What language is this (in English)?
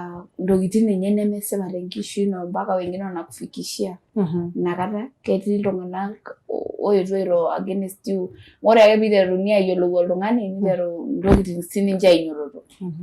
Masai